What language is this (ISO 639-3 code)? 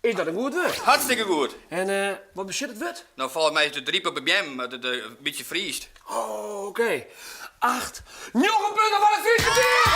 fry